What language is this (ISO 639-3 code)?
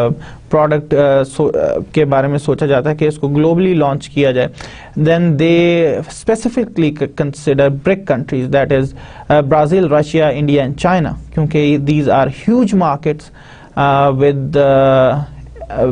urd